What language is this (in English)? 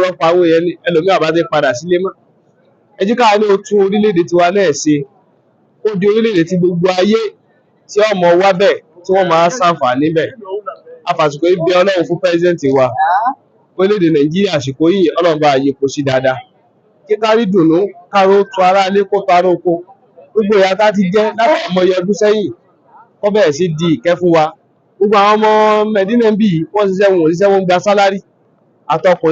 Yoruba